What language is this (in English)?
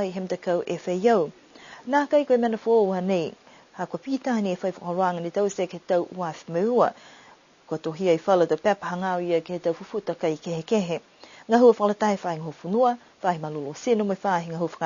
Niuean